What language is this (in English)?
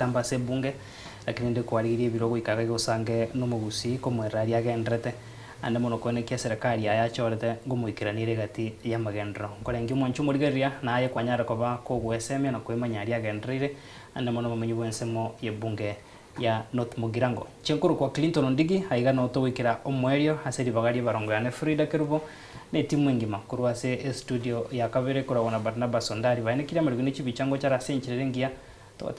Gusii